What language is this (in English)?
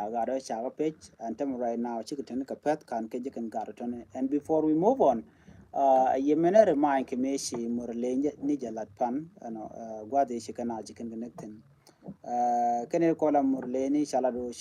Nuer